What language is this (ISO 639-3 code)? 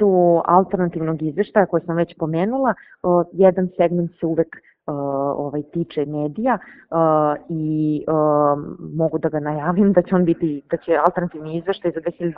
srp